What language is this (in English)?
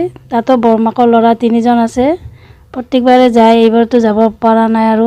Assamese